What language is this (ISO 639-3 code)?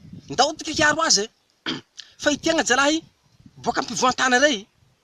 mlg